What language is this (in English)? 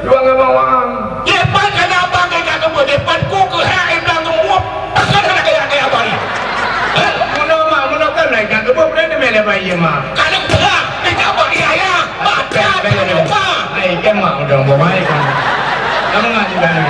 Achinese